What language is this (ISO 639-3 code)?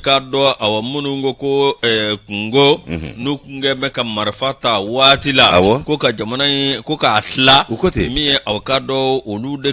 bam